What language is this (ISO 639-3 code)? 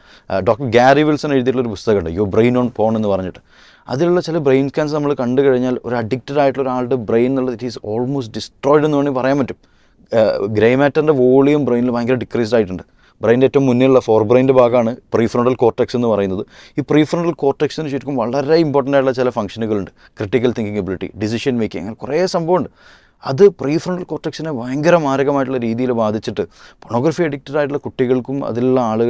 mal